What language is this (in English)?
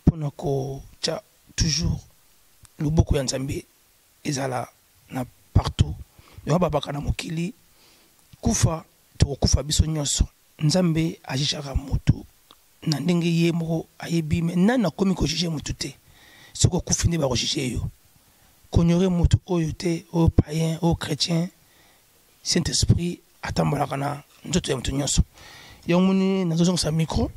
Lingala